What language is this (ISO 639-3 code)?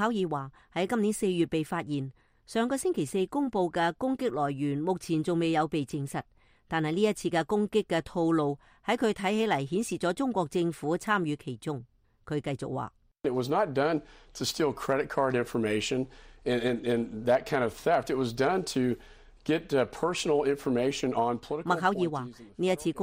yue